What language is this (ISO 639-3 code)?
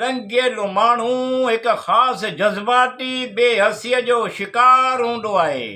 snd